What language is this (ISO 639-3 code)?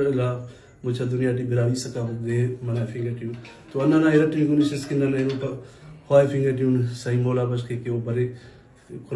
brh